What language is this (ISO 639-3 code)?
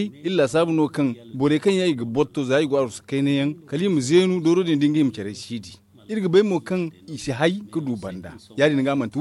dje